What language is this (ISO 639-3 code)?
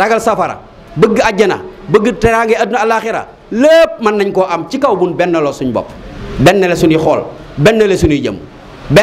wol